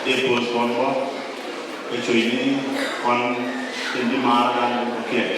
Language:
Nuer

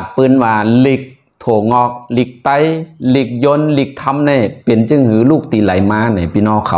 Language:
Shan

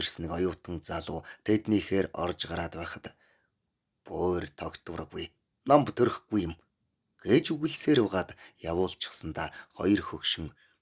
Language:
Mongolian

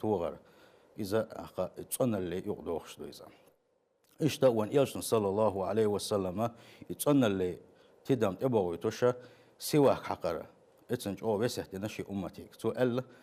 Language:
Chechen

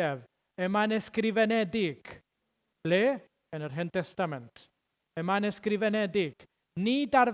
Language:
Welsh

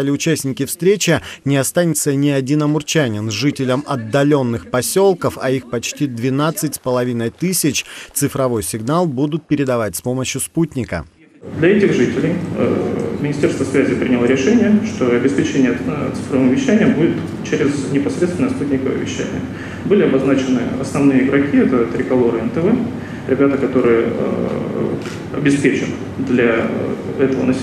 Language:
Russian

